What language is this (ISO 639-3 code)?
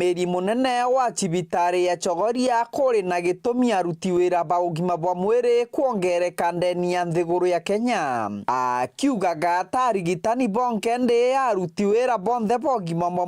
mer